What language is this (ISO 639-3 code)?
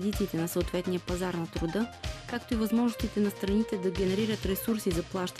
bul